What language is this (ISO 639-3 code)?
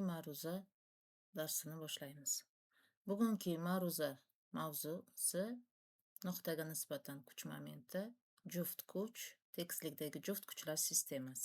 uzb